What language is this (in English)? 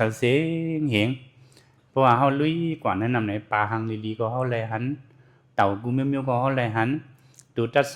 Shan